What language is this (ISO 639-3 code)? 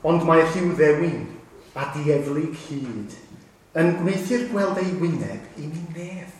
cym